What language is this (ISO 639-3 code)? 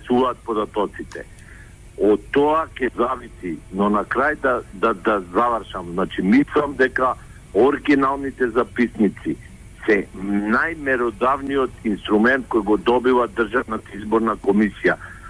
mkd